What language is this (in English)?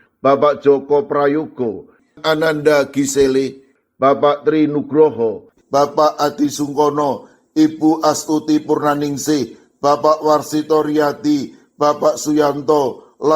Javanese